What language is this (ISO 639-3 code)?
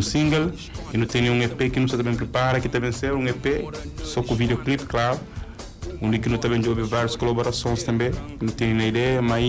kea